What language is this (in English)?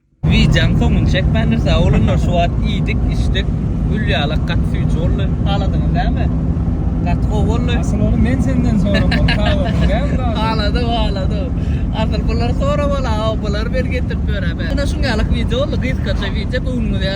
Turkmen